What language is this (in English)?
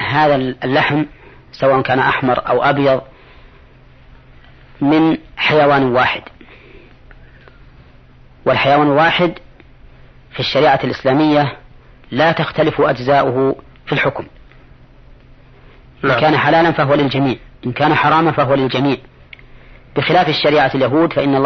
Arabic